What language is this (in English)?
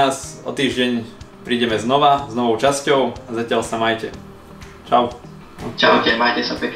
Slovak